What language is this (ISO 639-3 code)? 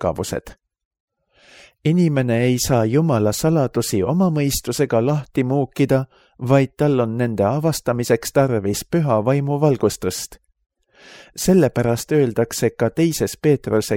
est